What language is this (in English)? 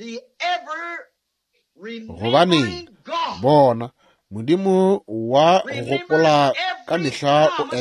Northern Sotho